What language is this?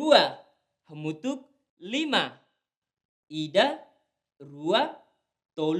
Tetum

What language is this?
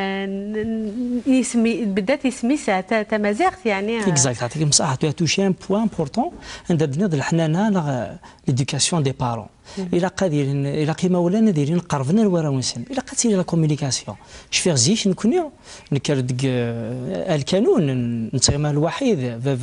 Kabyle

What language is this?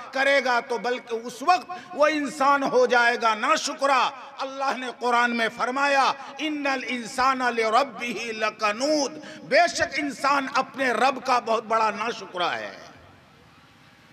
Urdu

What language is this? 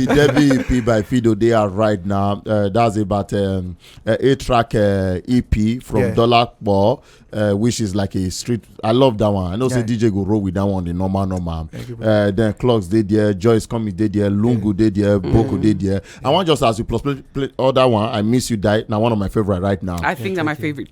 Nigerian Pidgin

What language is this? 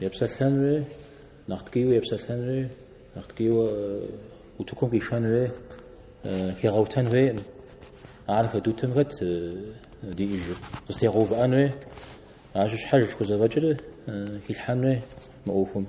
Kabardian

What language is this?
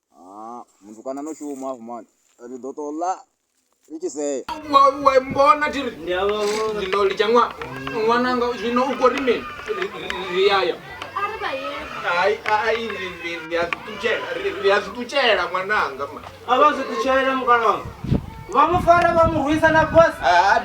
Venda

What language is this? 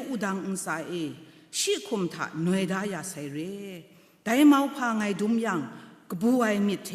Kachin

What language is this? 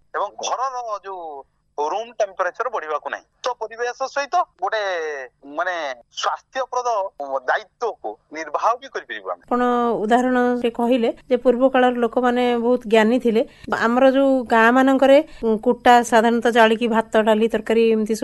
Odia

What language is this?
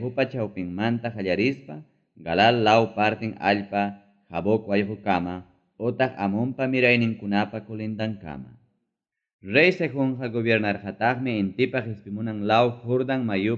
Ayacucho Quechua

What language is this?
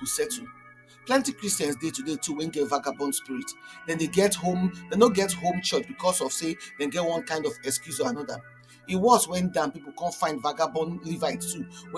Nigerian Pidgin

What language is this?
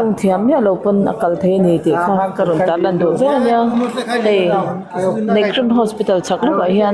Mizo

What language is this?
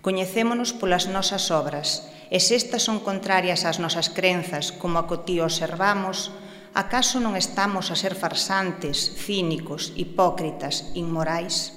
Galician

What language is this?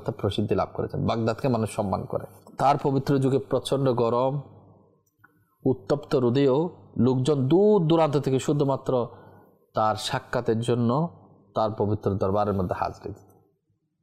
Bangla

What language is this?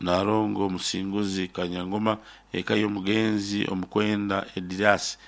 Nyoro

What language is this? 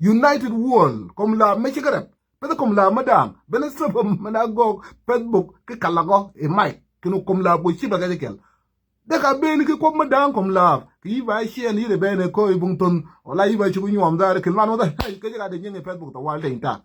Nuer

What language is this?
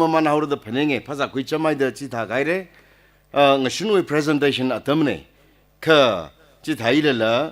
Tangkhul Naga (India)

